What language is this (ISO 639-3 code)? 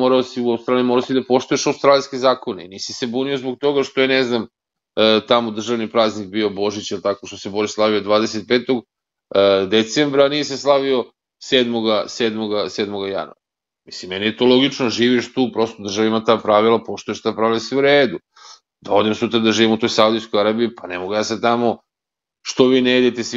srp